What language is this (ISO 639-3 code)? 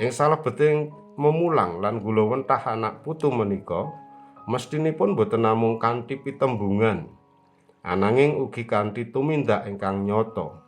jav